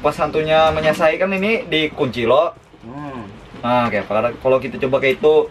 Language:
Banjar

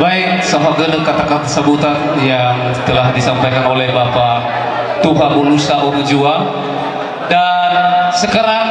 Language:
Nias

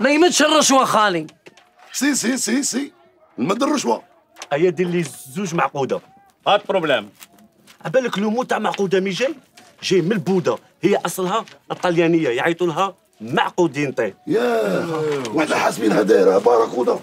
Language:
Algerian Arabic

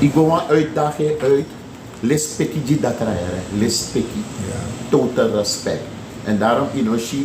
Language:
Sranan Tongo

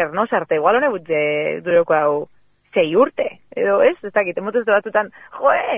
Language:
Basque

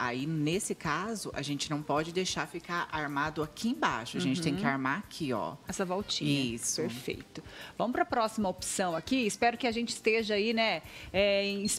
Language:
Portuguese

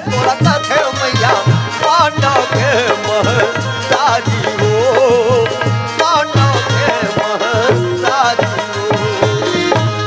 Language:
Chhattisgarhi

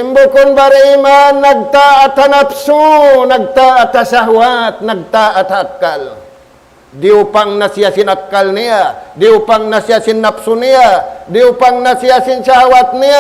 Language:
Tausug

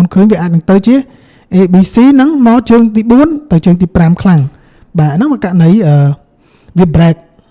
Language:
Khmer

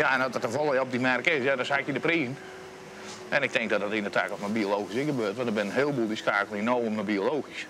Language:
Western Frisian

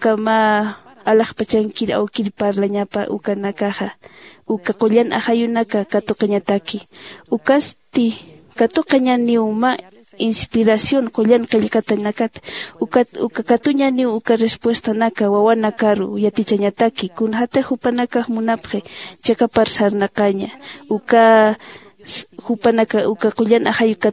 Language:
Aymara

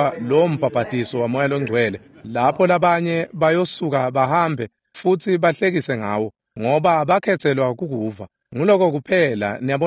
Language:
Swati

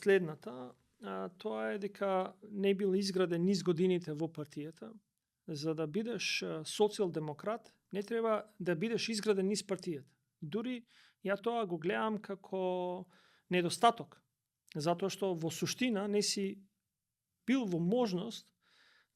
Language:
Macedonian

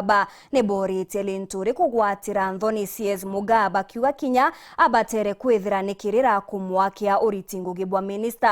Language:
Meru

